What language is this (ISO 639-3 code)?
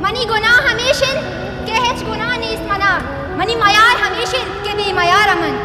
bal